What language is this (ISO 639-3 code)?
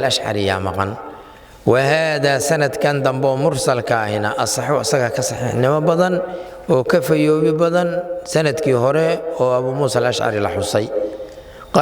som